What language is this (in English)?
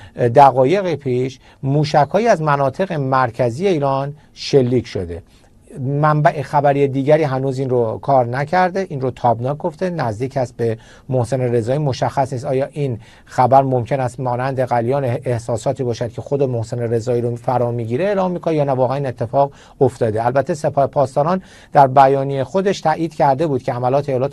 Persian